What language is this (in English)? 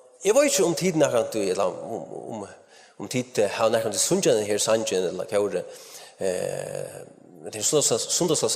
Faroese